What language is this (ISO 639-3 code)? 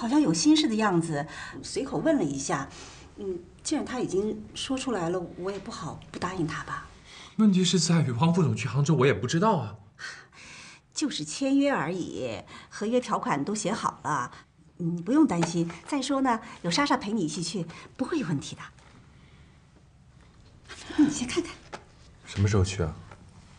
zho